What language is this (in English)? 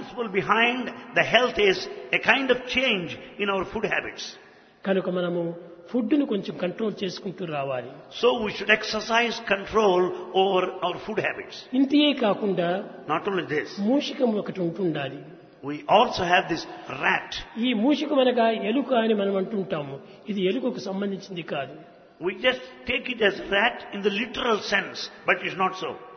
Telugu